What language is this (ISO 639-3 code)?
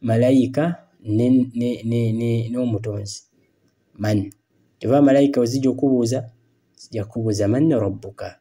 lug